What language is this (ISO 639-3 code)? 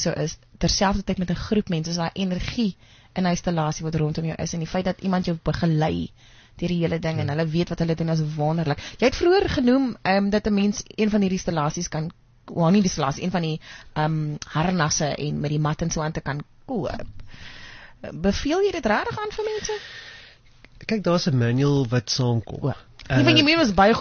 afr